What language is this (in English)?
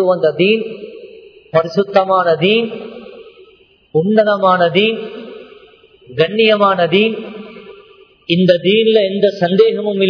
Tamil